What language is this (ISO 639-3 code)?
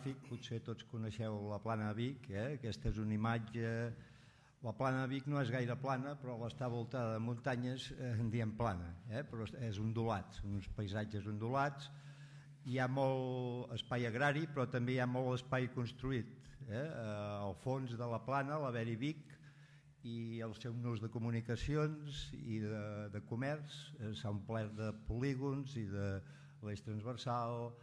cat